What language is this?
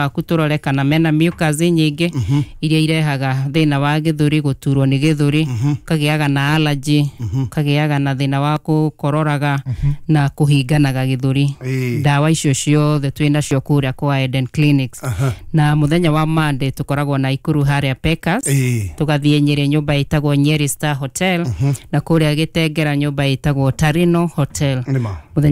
Kikuyu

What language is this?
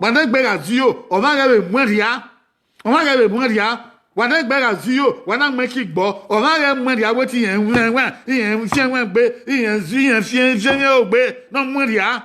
Bini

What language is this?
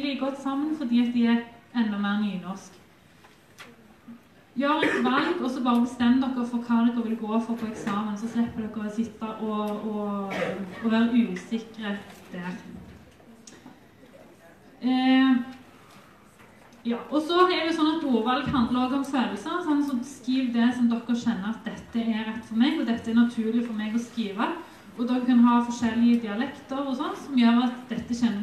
Norwegian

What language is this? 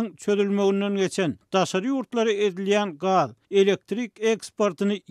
Turkmen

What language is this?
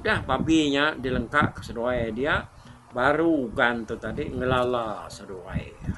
Iban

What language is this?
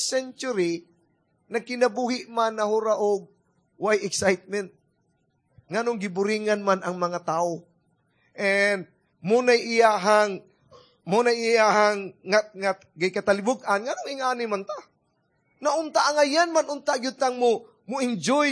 Cebuano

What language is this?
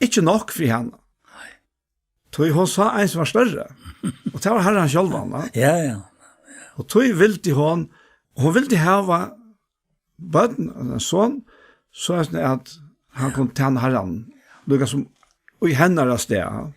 Faroese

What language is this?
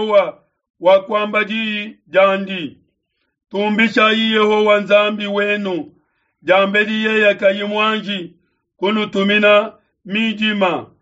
Luba-Lulua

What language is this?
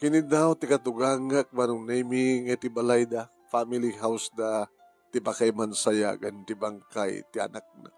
Iloko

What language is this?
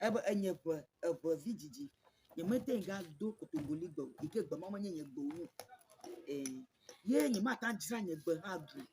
Ewe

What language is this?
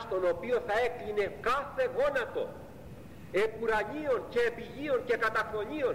Greek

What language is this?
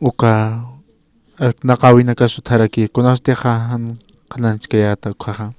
Aymara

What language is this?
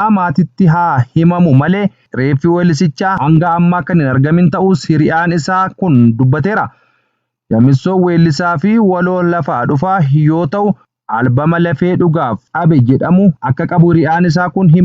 Oromo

